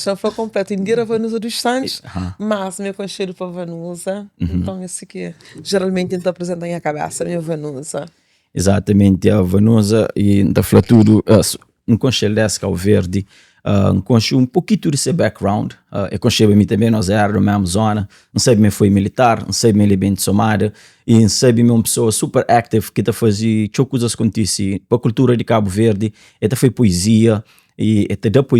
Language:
Kabuverdianu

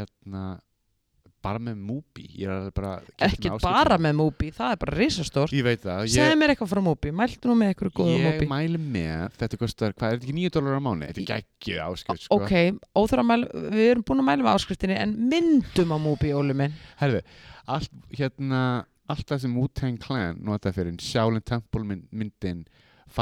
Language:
Icelandic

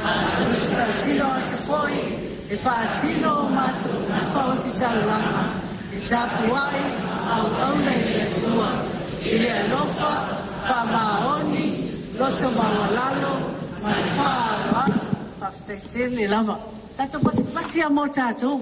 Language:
Samoan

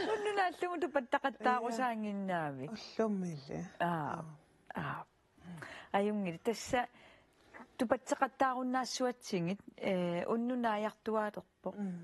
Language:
Kalaallisut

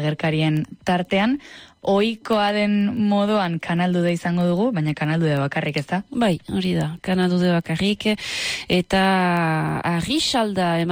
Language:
Basque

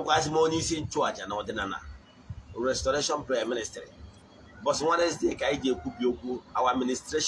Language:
Igbo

